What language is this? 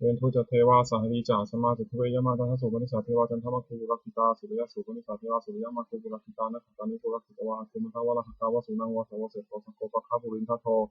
Pali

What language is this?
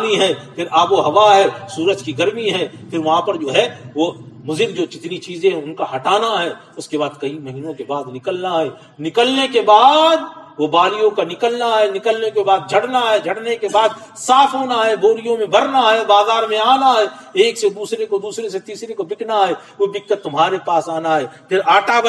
Urdu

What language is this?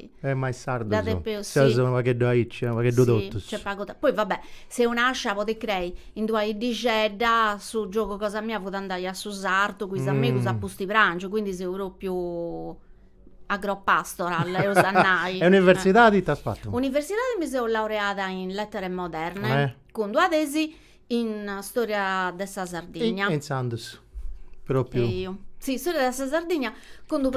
Sardinian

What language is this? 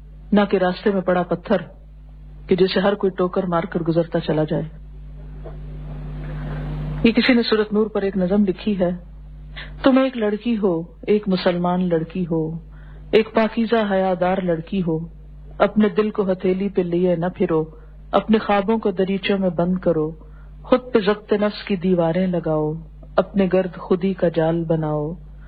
Urdu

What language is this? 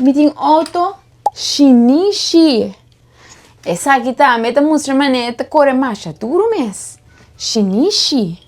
Papiamento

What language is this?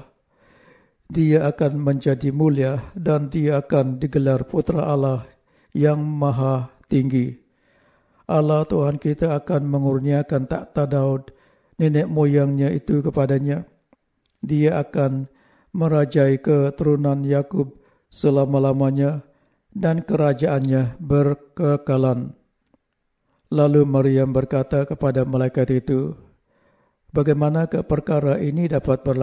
Malay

